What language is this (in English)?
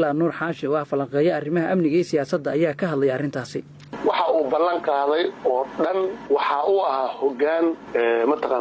Somali